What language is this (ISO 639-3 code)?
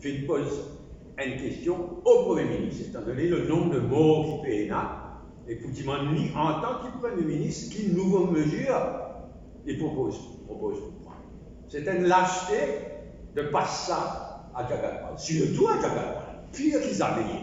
mfe